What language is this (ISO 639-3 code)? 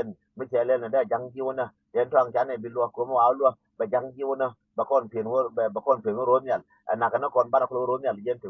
nus